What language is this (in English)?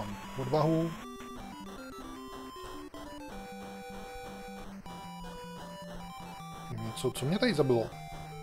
Czech